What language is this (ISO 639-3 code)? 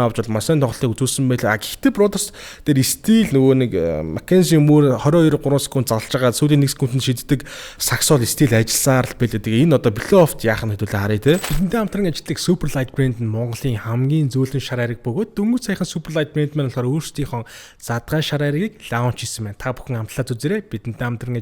mon